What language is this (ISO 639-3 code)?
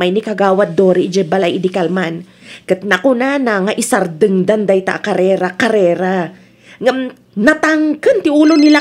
ilo